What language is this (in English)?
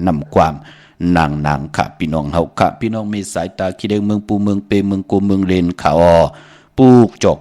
Shan